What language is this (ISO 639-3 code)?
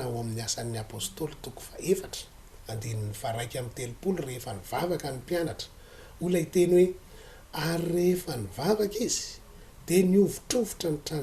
mlg